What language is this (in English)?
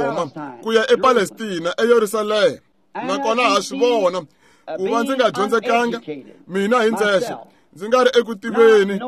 Tsonga